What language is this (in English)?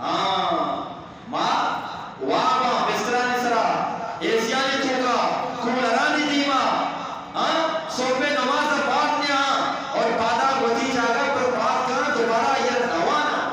Eastern Balochi